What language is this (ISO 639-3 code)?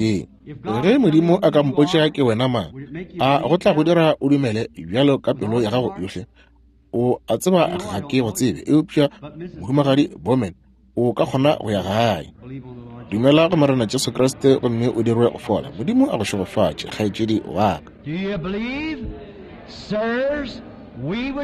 nso